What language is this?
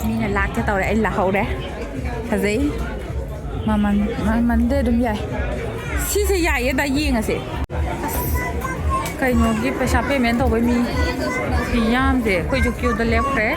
Manipuri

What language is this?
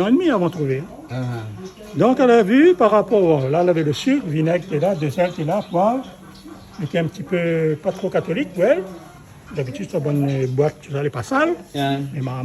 Réunion Creole French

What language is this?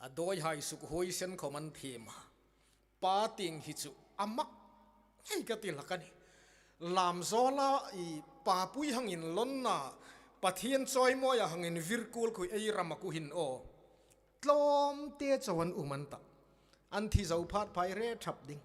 Hmar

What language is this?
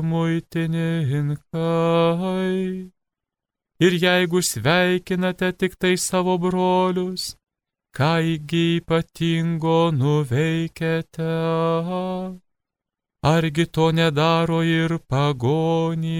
Lithuanian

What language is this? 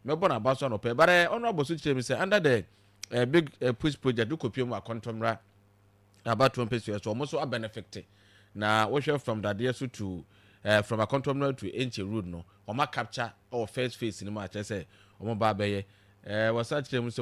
Akan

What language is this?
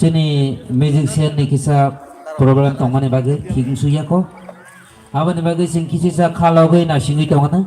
Kok Borok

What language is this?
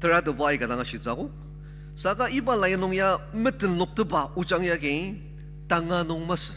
Ao Naga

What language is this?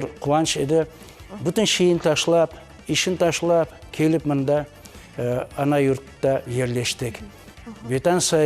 Crimean Tatar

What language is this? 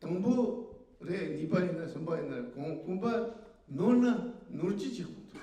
Tibetan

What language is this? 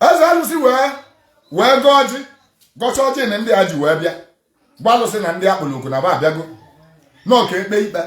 Igbo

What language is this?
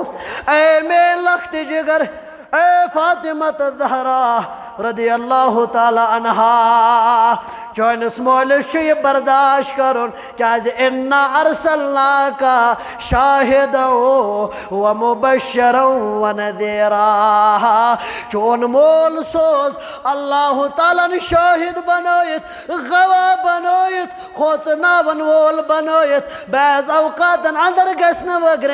Kashmiri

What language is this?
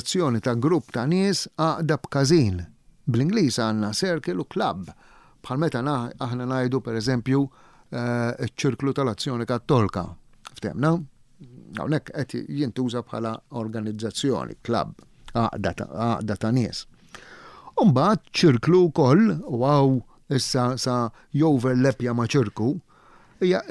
Maltese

